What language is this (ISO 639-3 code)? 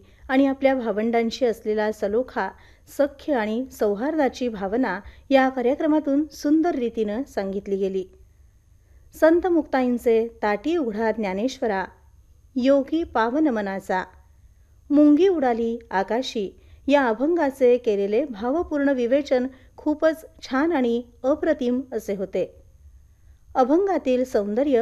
mar